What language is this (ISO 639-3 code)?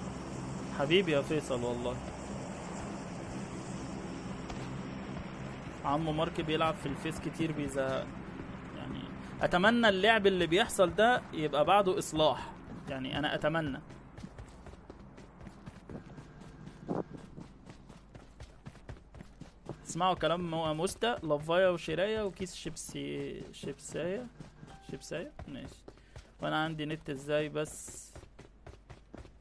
arz